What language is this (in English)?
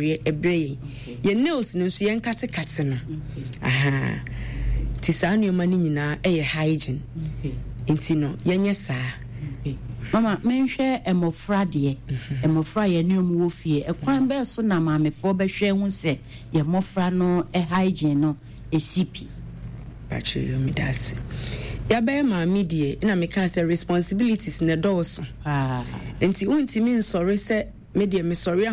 Akan